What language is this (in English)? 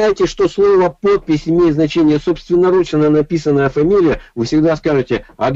Russian